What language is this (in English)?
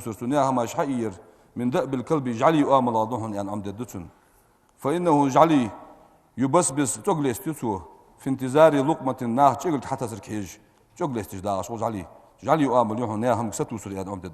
Ingush